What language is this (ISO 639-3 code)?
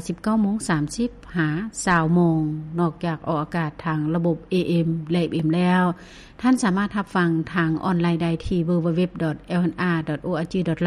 lao